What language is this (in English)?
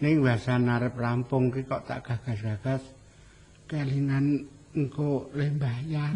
Javanese